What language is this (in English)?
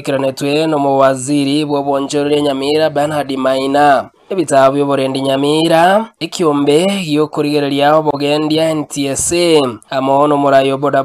Gusii